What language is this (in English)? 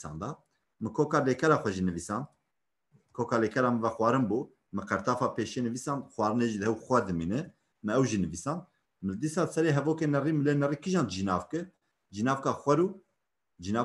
Kurdish